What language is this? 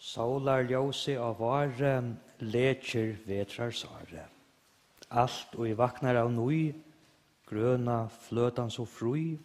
Faroese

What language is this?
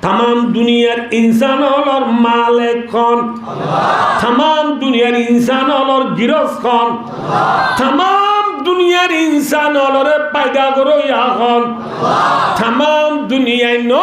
Rohingya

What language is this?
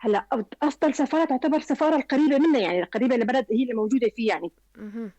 North Levantine Arabic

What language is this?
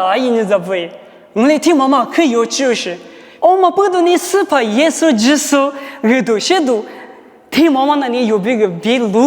Lisu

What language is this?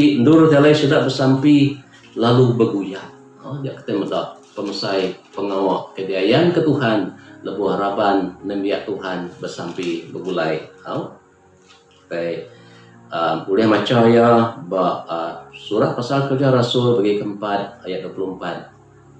Iban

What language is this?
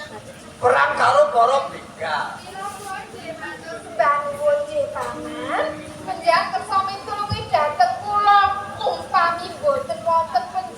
Javanese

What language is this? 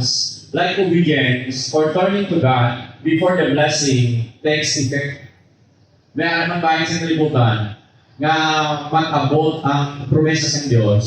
Hiligaynon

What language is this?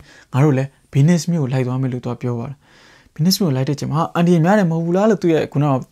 Burmese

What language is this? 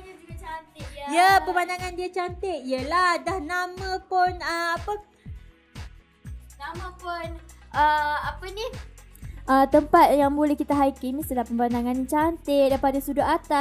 Malay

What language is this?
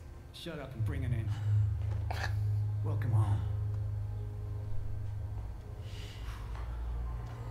Finnish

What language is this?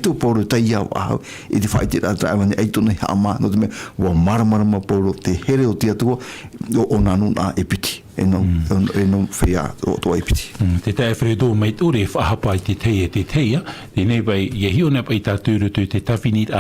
Tahitian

